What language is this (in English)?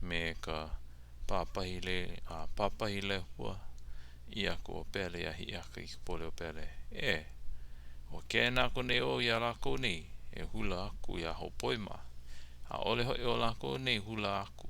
Hawaiian